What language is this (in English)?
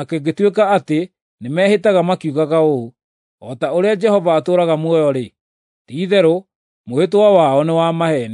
Kikuyu